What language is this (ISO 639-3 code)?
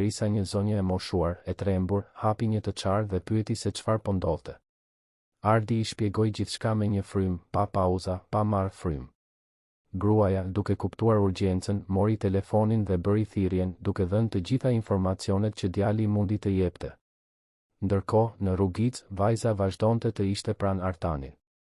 sqi